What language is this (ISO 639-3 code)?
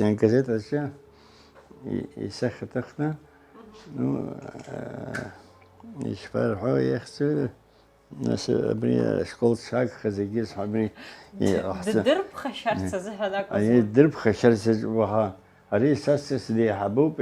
abk